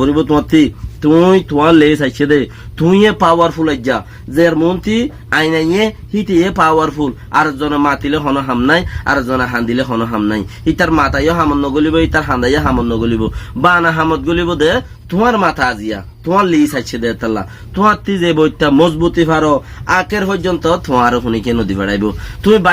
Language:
Rohingya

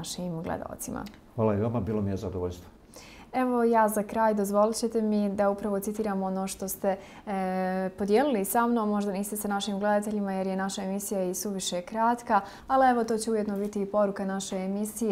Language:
Bosnian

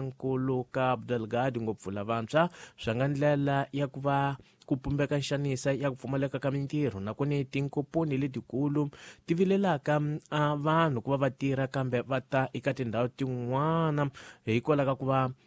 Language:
Tsonga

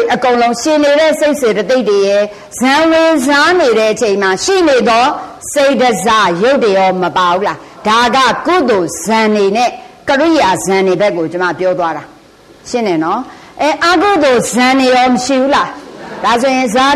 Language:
Burmese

